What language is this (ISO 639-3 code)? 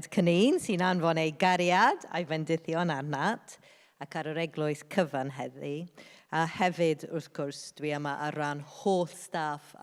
cym